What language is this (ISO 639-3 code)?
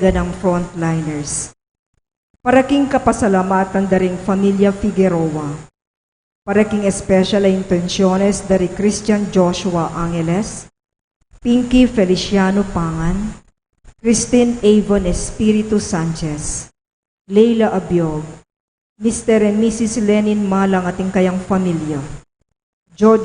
pam